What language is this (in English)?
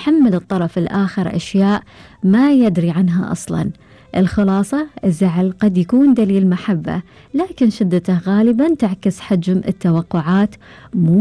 Gulf Arabic